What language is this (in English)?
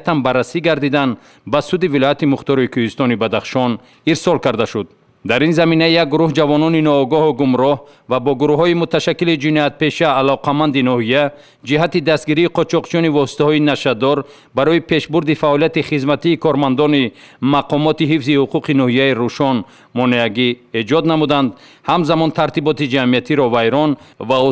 Tajik